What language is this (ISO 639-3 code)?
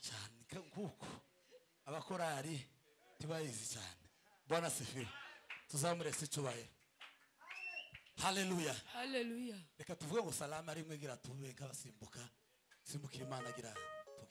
kin